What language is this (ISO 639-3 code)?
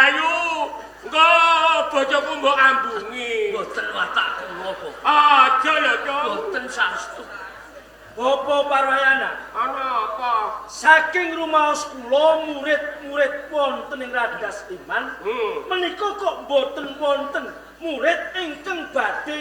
jav